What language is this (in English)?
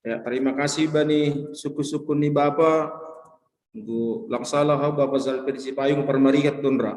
Batak Simalungun